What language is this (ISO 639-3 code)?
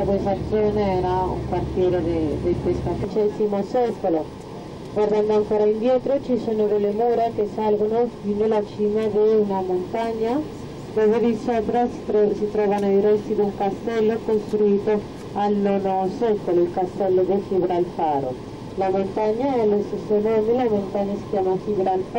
ita